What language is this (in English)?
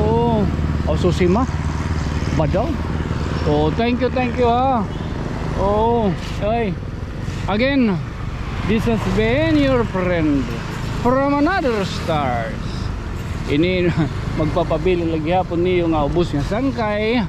Waray